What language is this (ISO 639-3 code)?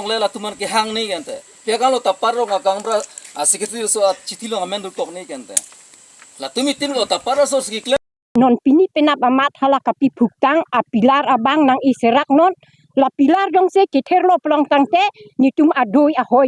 mjw